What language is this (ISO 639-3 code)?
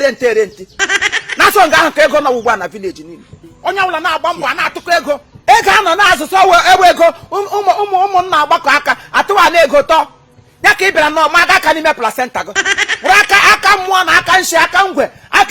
ibo